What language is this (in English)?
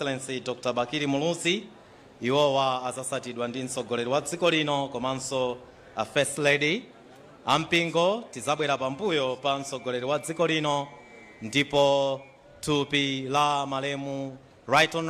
Nyanja